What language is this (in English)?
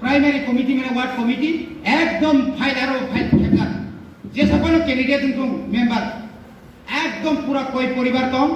Kok Borok